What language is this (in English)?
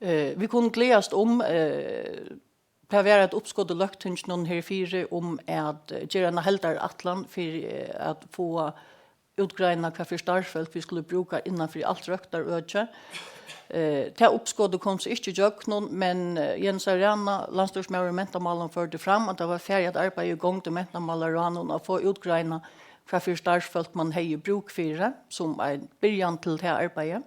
Faroese